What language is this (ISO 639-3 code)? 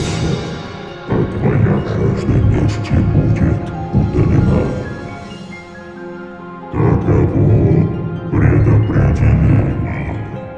rus